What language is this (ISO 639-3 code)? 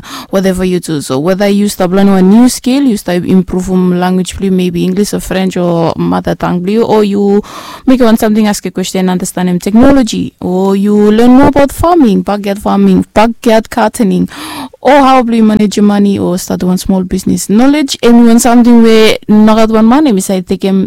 bis